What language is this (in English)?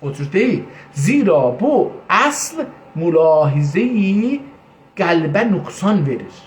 South Azerbaijani